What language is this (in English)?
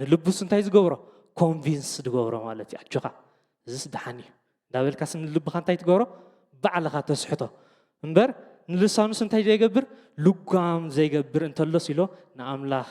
Tigrinya